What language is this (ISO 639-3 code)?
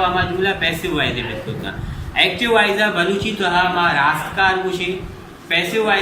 bal